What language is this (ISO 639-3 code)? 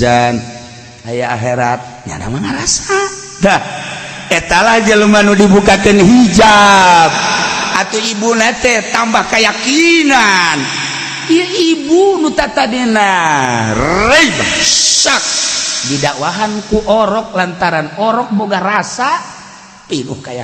sun